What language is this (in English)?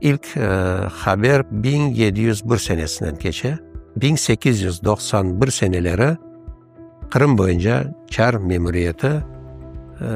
Crimean Tatar